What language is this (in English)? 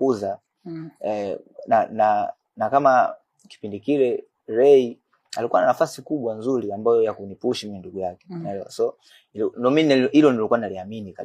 Swahili